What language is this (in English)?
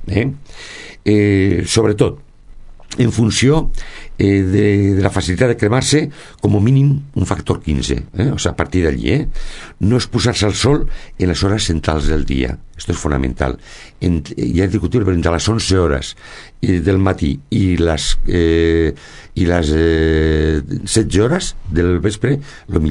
Catalan